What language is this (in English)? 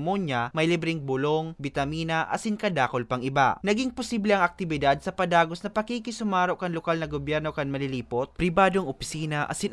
Bikol